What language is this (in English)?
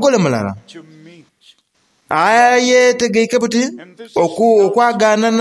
Soga